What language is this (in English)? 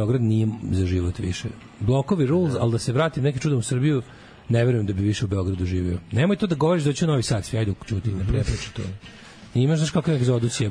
Serbian